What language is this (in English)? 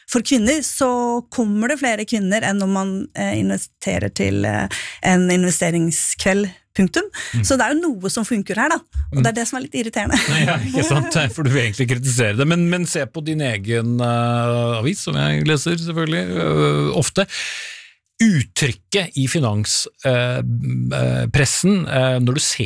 Norwegian